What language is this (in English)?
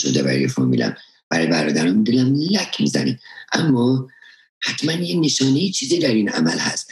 Persian